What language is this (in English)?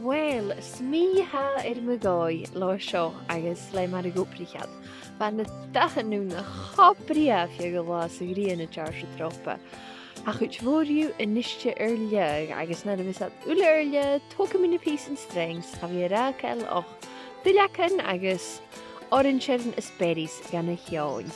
Scottish Gaelic